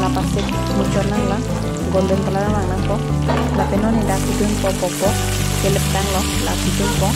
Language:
Karbi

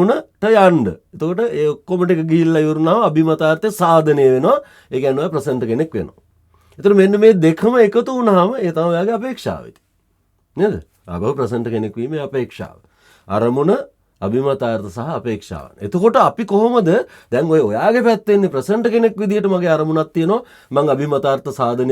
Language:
Sinhala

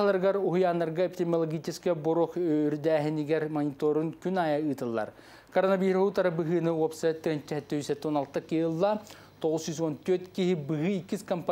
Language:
Yakut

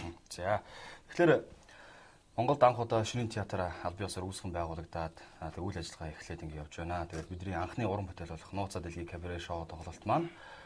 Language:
Mongolian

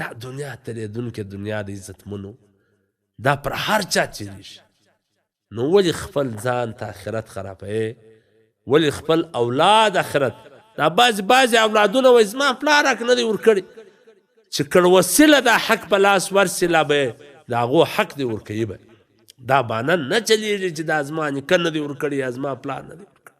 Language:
Pashto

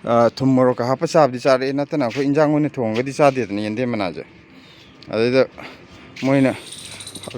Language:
Manipuri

